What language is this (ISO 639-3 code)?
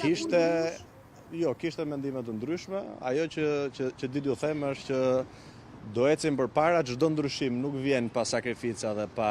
sqi